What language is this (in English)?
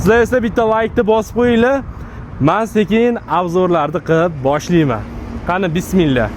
Uzbek